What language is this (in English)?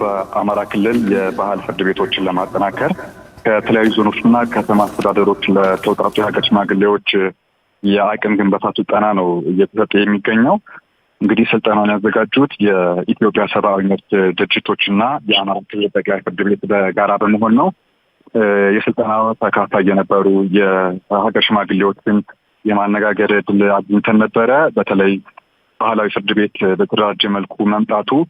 Amharic